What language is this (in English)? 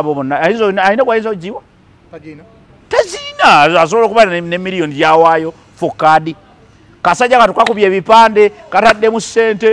Ganda